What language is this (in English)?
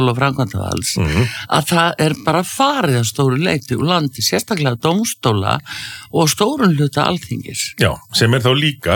Icelandic